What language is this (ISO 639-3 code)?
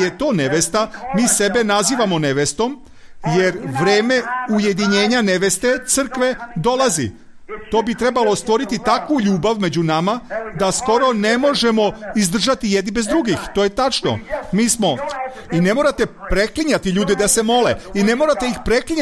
srp